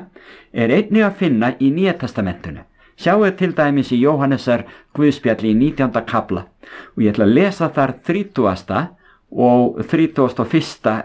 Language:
Icelandic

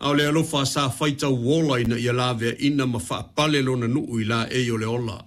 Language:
Samoan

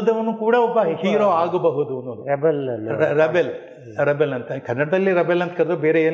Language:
Kannada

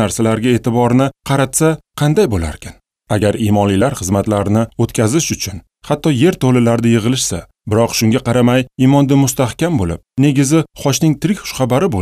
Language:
Uzbek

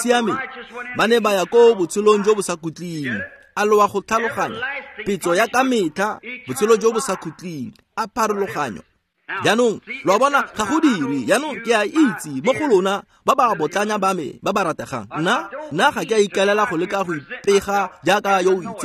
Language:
Tswana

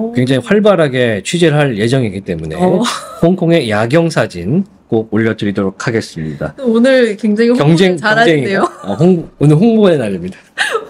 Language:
Korean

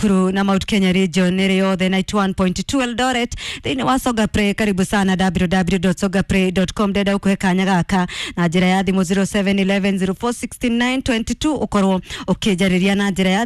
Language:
Kikuyu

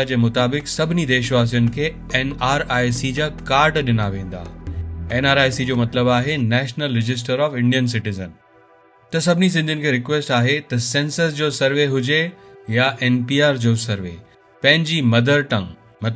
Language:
Sindhi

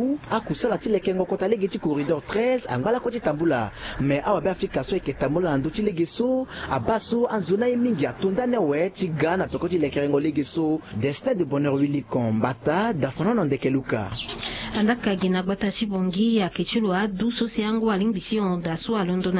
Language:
Sango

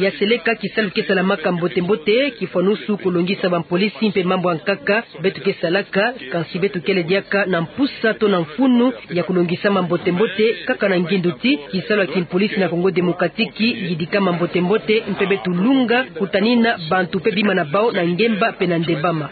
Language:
Kituba (Democratic Republic of Congo)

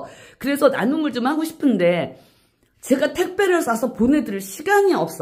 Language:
Korean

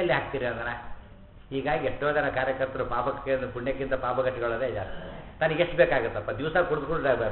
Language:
Kannada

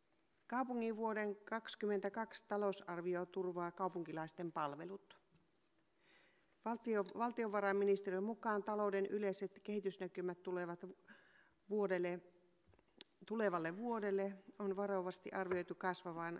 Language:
Finnish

